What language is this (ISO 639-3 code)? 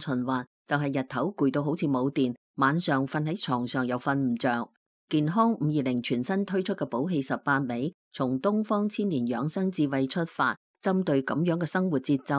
yue